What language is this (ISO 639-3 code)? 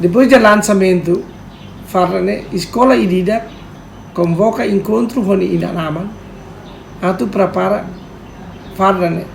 tet